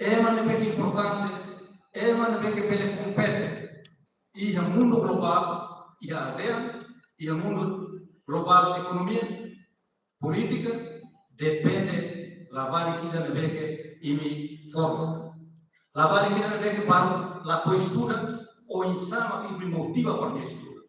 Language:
Tetum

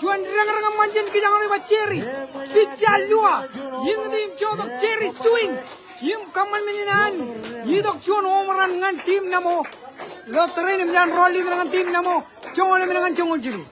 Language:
Marshallese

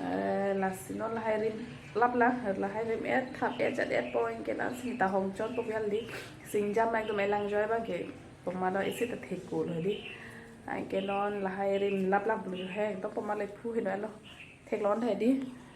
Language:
Karbi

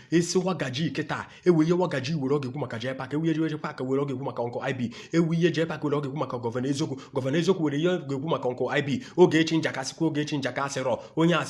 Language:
Igbo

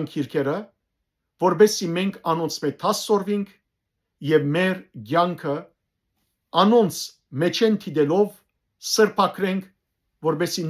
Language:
Western Armenian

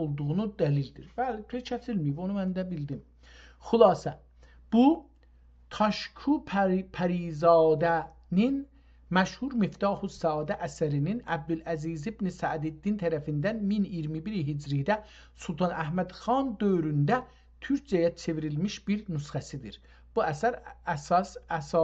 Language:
South Azerbaijani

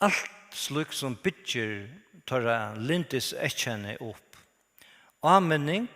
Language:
Faroese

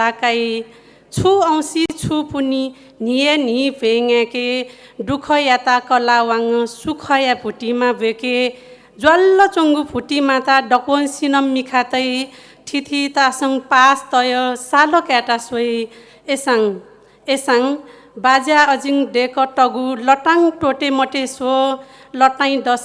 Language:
Newari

